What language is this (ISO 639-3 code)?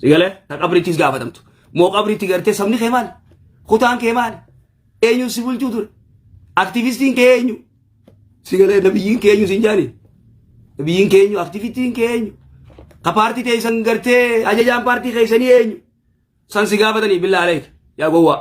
orm